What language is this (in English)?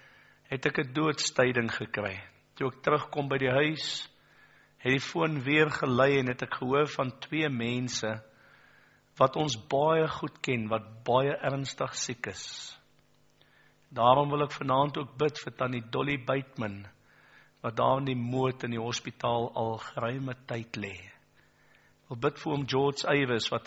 Afrikaans